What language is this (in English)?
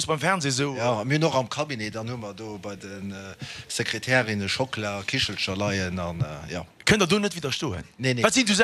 Luxembourgish